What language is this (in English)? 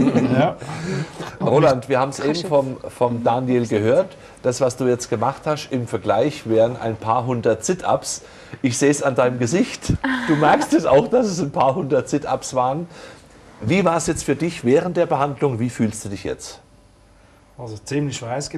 German